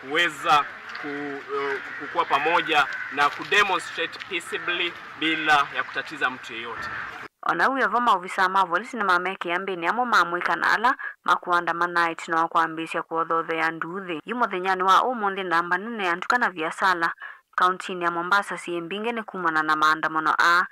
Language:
Kamba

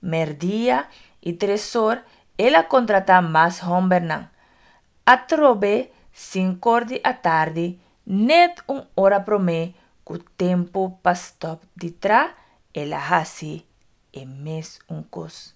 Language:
Papiamento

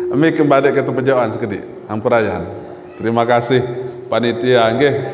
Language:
Sasak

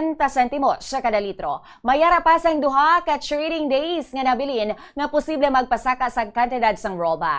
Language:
Hiligaynon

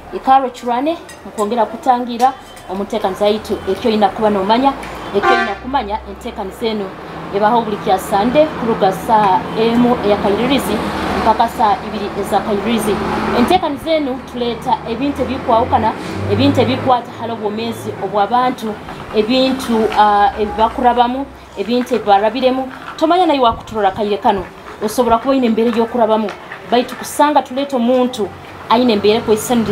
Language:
Nyoro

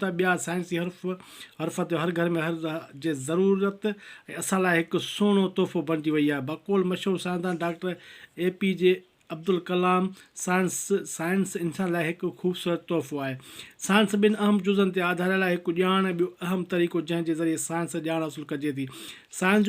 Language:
Sindhi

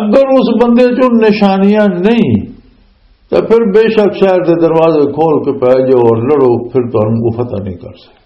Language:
Western Panjabi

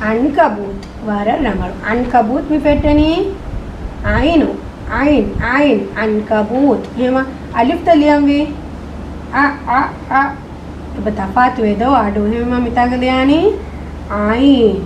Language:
Divehi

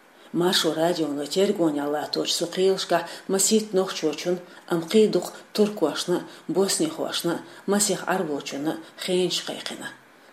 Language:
Chechen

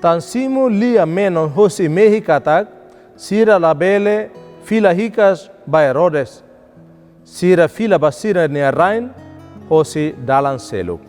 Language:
Tetum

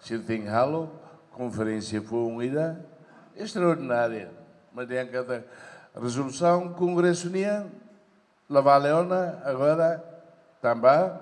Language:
Tetum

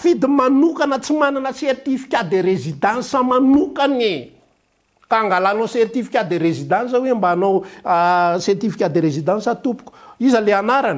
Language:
Malagasy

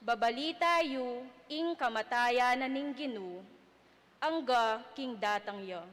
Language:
Pampanga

